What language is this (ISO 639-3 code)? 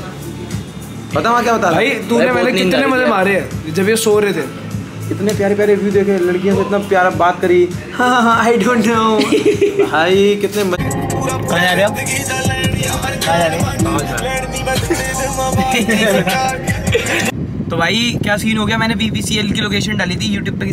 hin